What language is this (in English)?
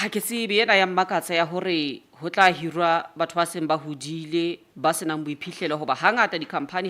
Southern Sotho